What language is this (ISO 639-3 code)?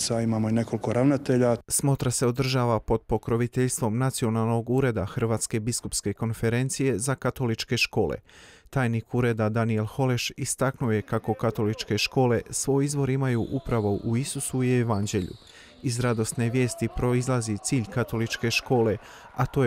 hrv